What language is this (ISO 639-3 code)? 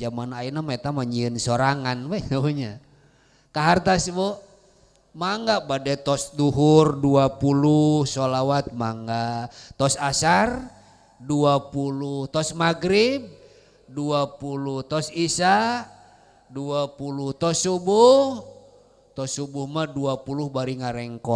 sun